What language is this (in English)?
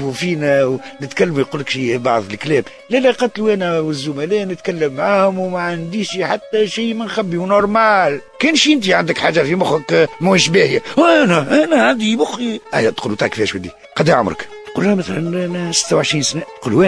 Tunisian Arabic